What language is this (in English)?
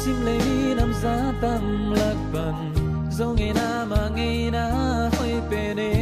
Tedim Chin